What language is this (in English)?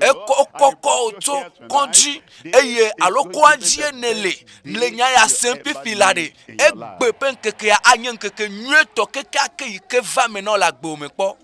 Ewe